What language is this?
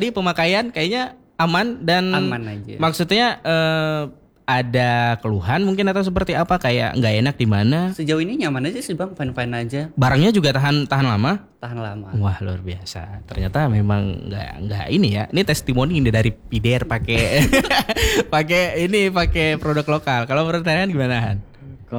Indonesian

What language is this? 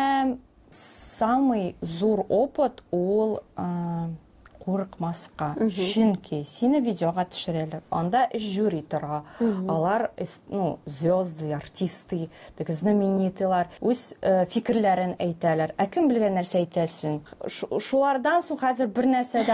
Tatar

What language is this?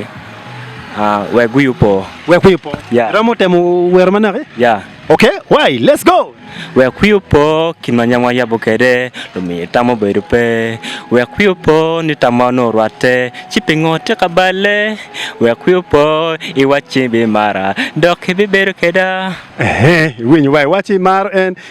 Acoli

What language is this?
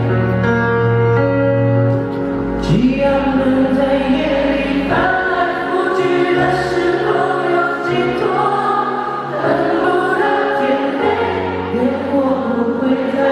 Chinese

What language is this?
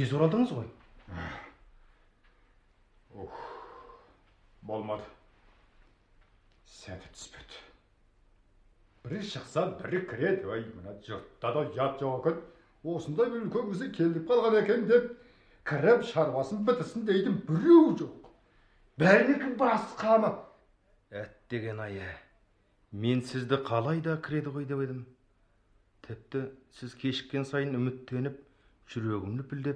Kazakh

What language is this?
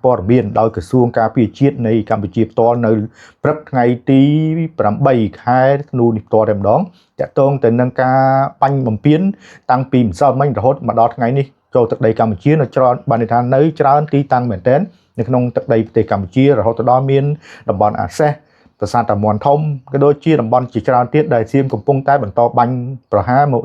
Khmer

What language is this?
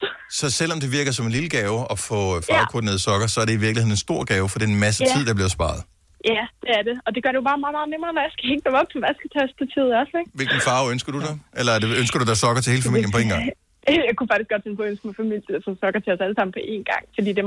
Danish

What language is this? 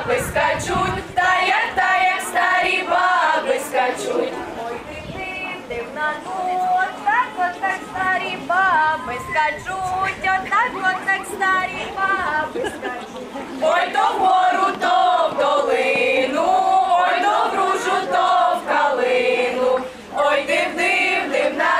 Ukrainian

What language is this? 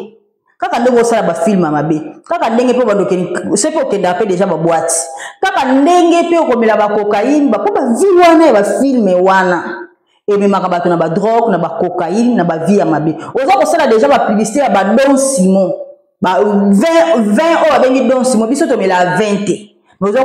Lingala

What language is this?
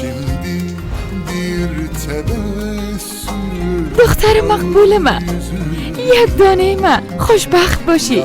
Persian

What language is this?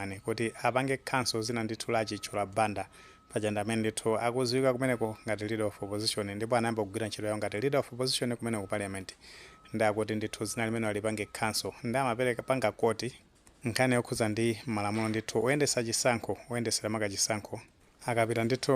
Nyanja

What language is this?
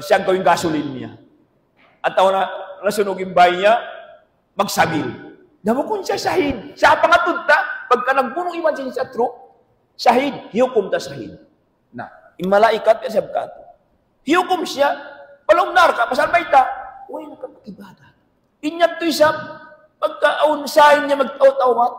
Tausug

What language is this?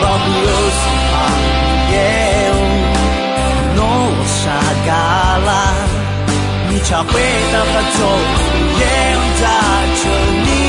Akha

